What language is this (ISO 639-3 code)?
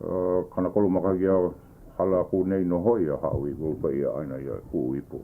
haw